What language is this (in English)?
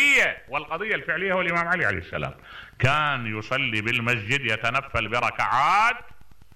Mesopotamian Arabic